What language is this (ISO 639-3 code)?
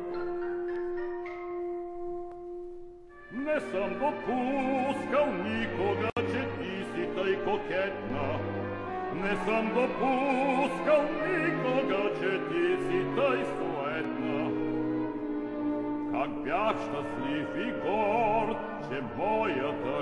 bul